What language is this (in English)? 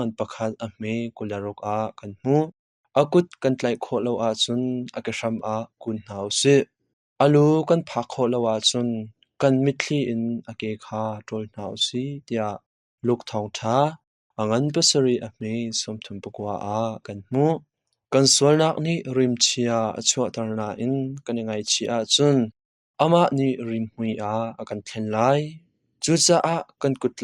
Hakha Chin